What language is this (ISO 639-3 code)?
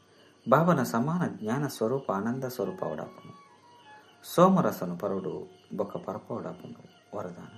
tcy